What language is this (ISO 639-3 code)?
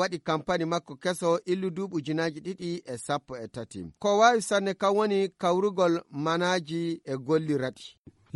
ful